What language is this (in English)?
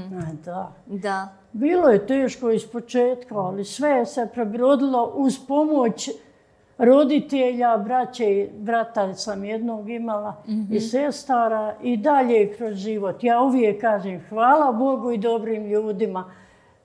Bosnian